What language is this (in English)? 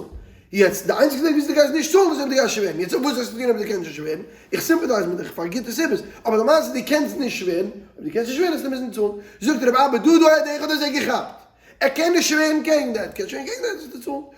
Yiddish